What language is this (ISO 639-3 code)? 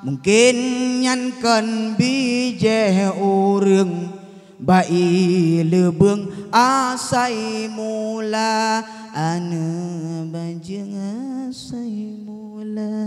ace